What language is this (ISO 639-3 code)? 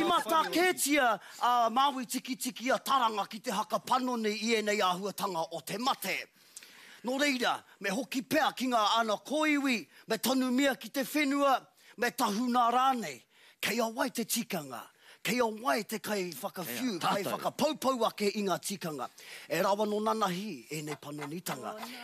mri